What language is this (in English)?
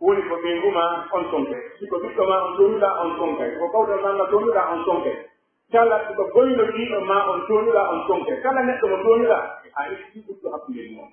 Pular